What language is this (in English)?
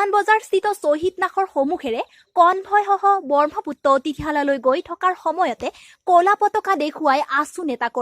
Assamese